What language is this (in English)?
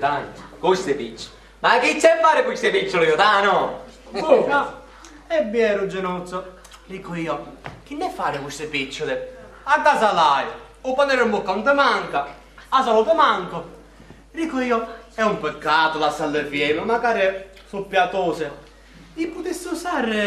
Sicilian